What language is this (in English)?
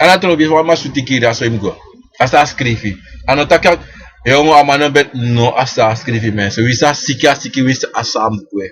Sranan Tongo